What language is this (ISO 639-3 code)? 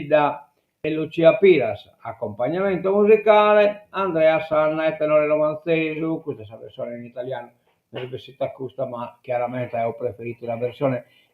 srd